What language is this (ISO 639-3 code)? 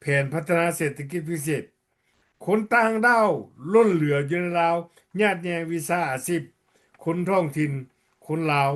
lao